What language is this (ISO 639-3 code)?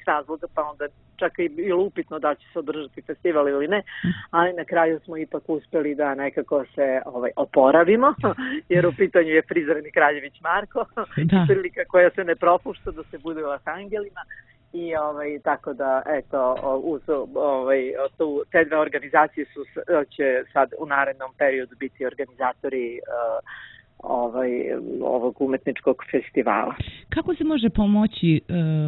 srp